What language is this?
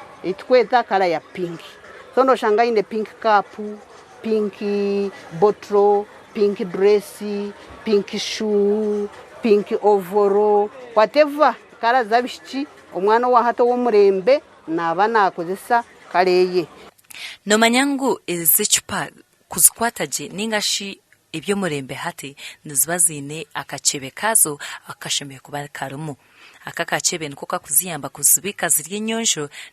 Nyankole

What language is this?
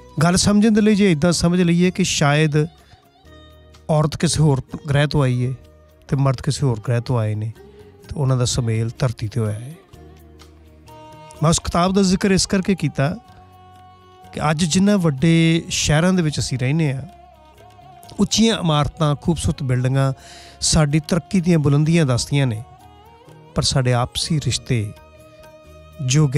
Punjabi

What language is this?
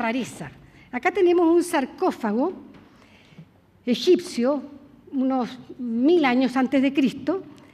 Spanish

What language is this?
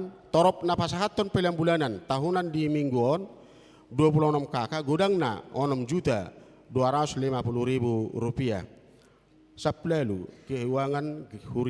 Batak Toba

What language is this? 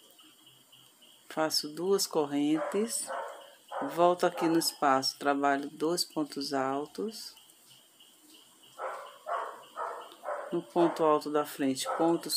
Portuguese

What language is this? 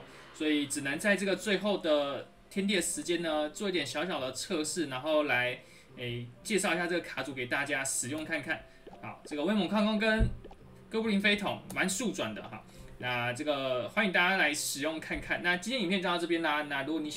Chinese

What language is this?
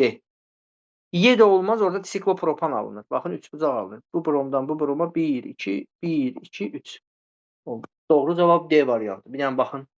Azerbaijani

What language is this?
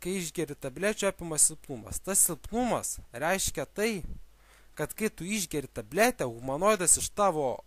Lithuanian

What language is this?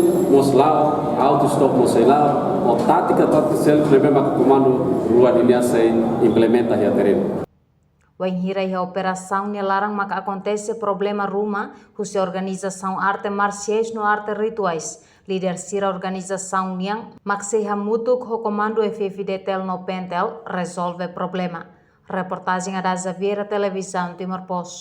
Tetum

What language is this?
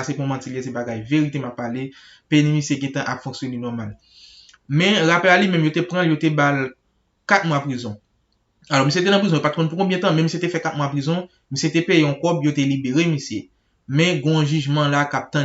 Haitian Creole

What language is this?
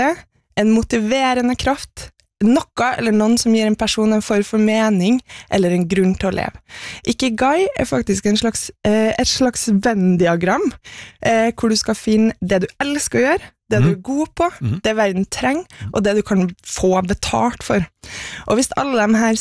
Norwegian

